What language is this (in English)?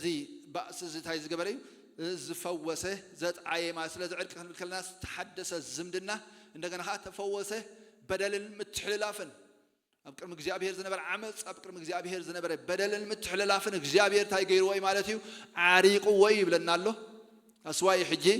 Tigrinya